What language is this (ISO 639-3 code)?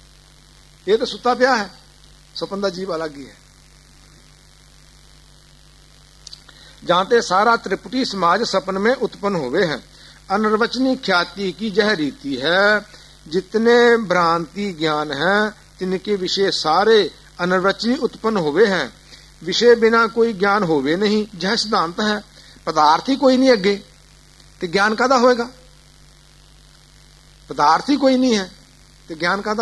pan